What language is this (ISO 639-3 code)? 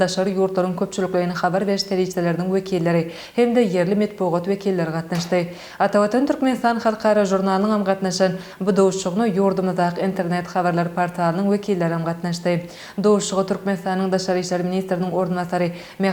tuk